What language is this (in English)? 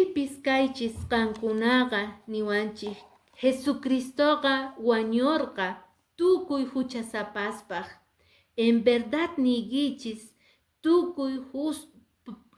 Quechua